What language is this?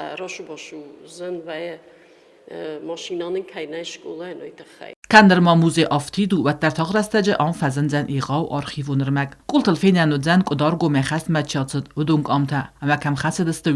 Ossetic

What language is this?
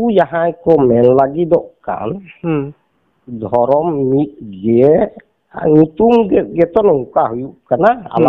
Santali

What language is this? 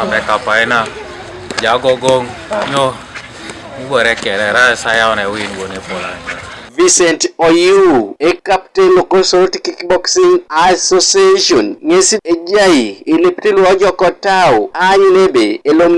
Teso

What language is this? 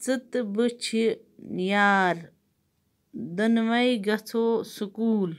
Kashmiri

